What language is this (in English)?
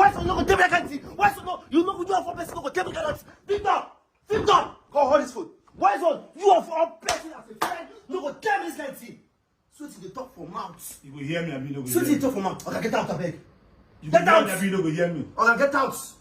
Nigerian Pidgin